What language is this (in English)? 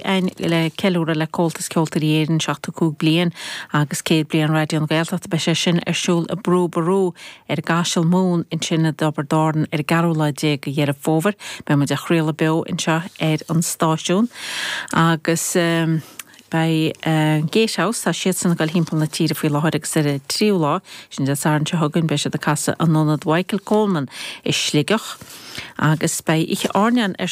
Irish